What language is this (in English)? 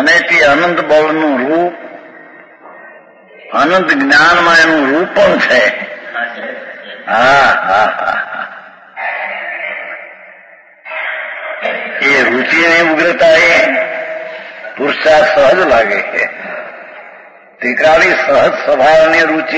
Gujarati